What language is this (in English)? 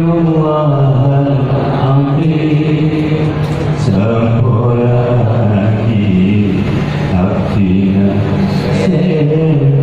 Madurese